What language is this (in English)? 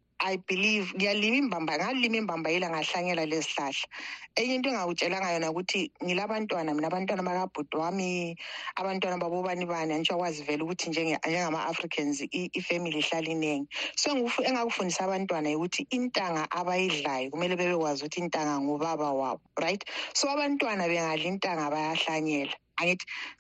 North Ndebele